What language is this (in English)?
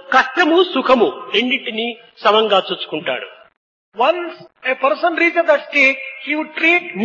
Telugu